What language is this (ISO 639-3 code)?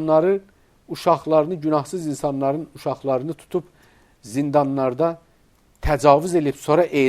aze